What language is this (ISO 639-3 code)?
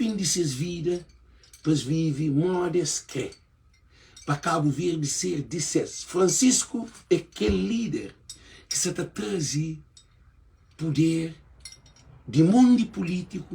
kea